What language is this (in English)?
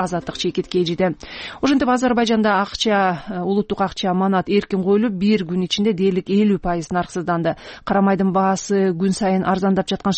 Kyrgyz